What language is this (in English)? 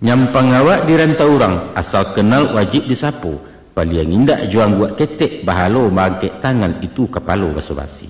Minangkabau